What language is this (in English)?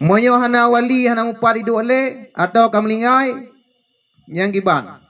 Achinese